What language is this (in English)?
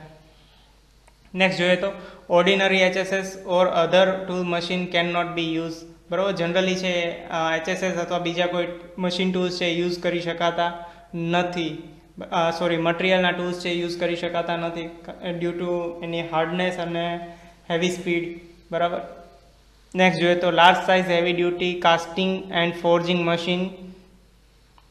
Gujarati